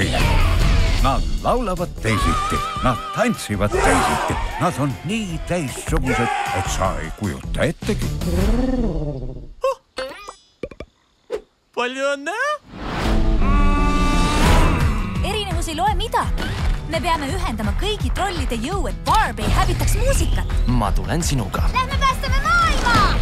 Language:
Estonian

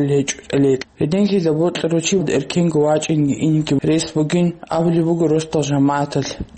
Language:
Avaric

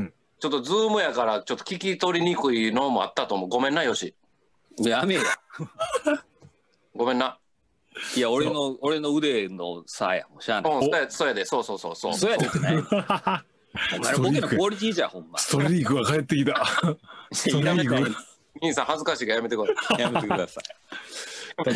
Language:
Japanese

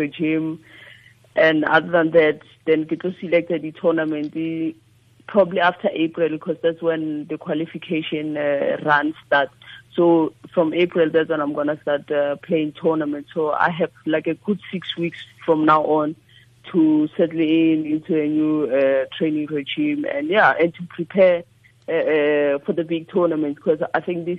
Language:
Tswana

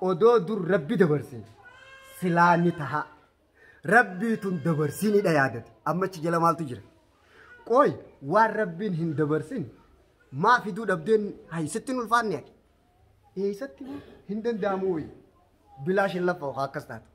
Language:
Oromo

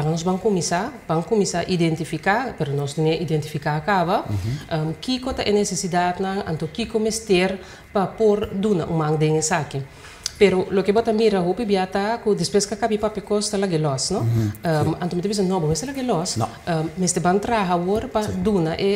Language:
Papiamento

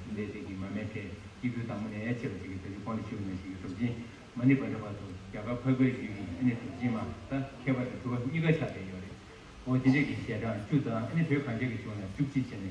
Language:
Tibetan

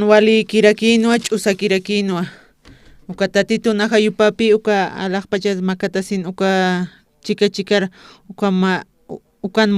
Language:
Aymara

